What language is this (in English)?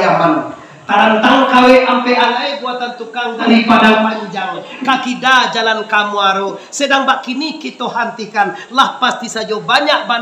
Minangkabau